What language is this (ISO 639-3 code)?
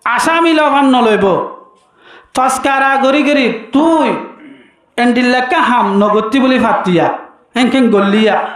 rhg